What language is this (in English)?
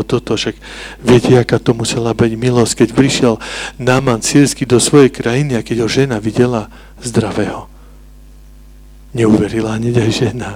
Slovak